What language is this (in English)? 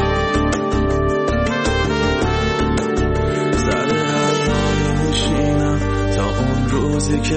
Persian